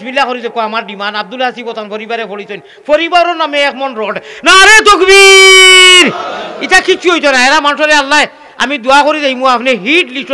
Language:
Sylheti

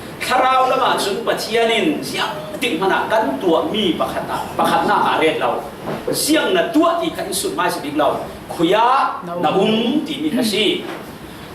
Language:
Falam Chin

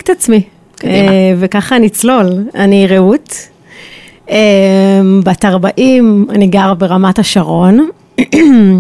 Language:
Hebrew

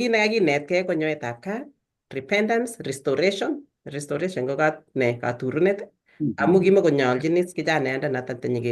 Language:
Kalenjin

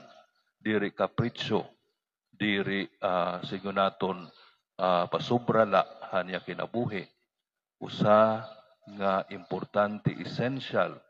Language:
Waray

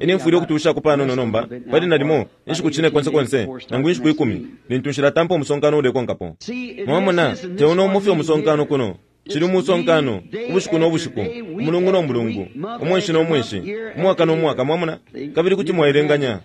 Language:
Bemba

